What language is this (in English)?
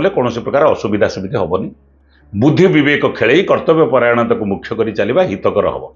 Odia